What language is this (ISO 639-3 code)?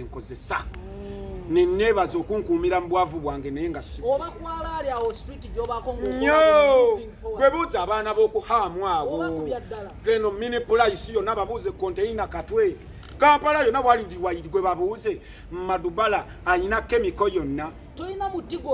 lug